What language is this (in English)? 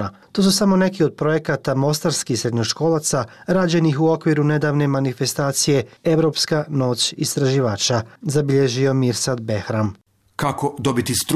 Bosnian